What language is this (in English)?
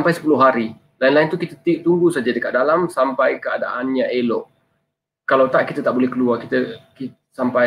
Malay